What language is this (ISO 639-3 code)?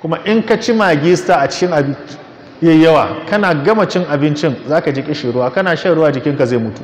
hau